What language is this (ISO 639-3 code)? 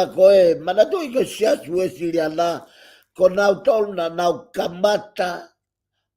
ton